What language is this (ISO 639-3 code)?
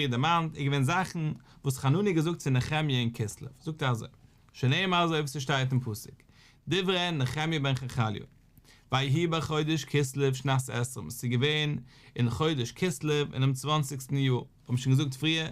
yid